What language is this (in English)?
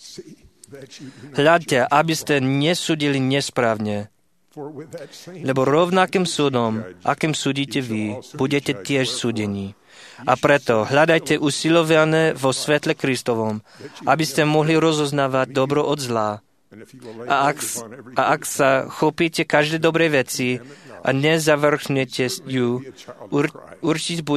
Slovak